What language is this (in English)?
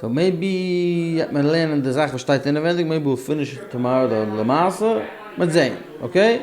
Yiddish